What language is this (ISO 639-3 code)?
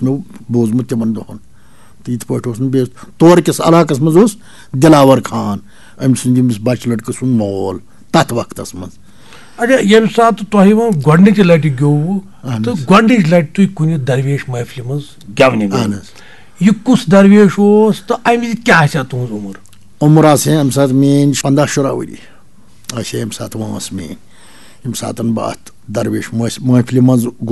kas